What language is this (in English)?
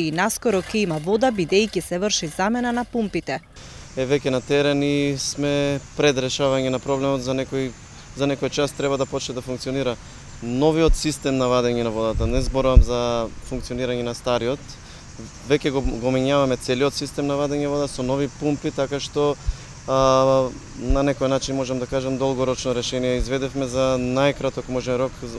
Macedonian